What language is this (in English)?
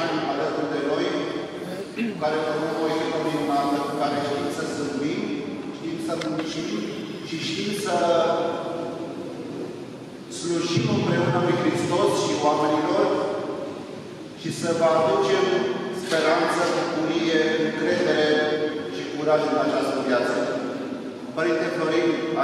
Romanian